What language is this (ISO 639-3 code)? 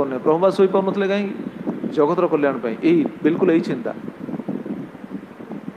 ori